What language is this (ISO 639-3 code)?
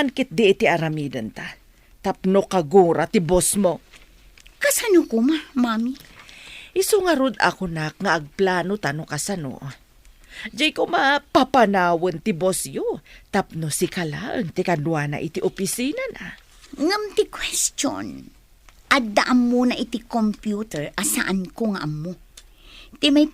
ilo